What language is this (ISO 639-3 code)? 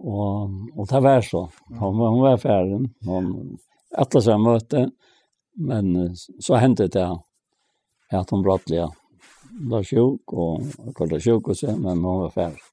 fao